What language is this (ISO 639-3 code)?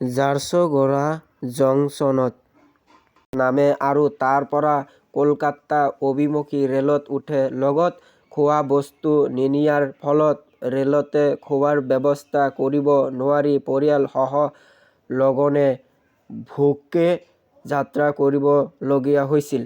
asm